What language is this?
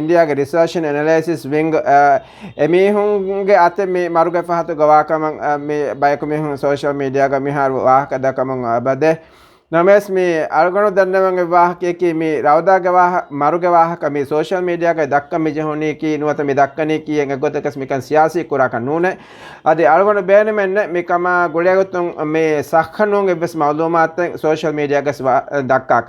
Divehi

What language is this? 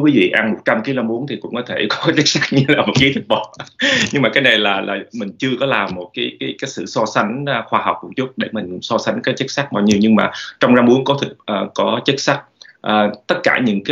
Vietnamese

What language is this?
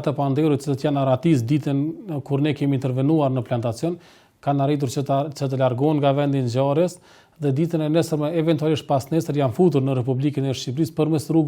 Albanian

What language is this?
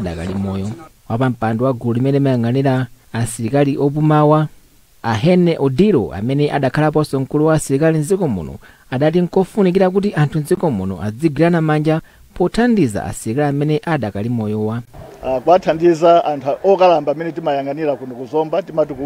Nyanja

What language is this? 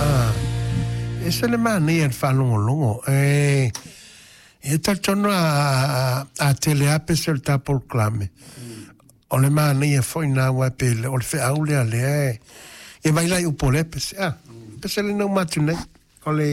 Samoan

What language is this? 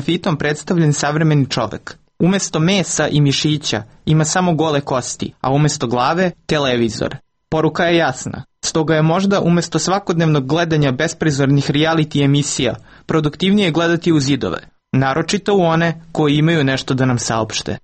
Serbian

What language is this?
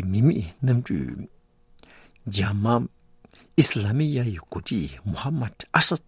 Tibetan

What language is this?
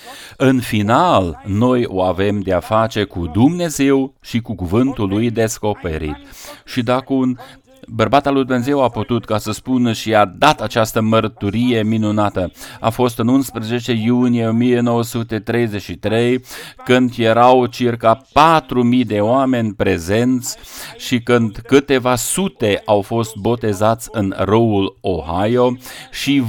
Romanian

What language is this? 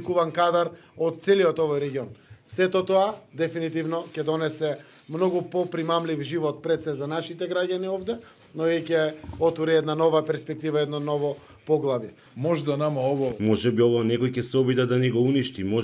Macedonian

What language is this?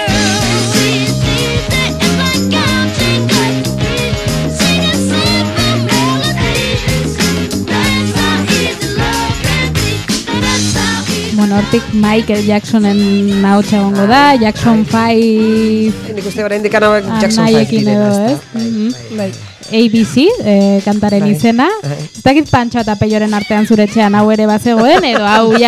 Basque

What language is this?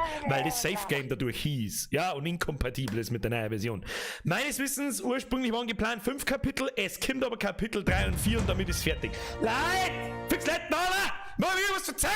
Bavarian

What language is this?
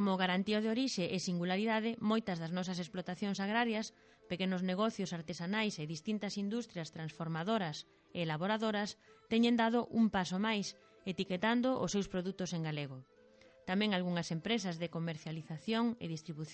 Galician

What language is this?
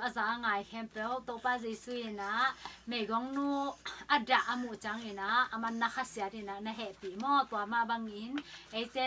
Tedim Chin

